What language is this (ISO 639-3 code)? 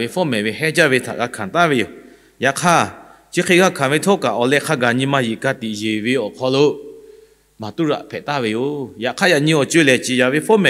lhu